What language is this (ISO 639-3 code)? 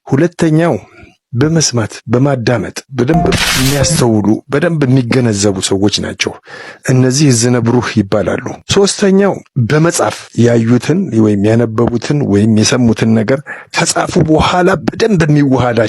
amh